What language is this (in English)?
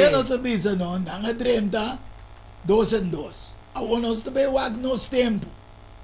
Papiamento